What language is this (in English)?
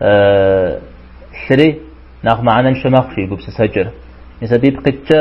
Kabardian